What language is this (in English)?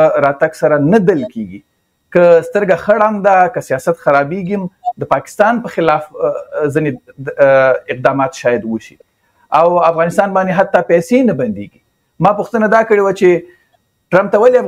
Pashto